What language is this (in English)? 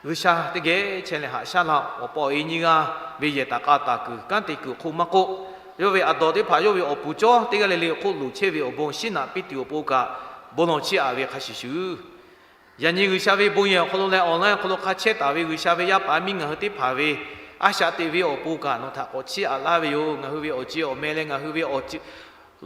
Lahu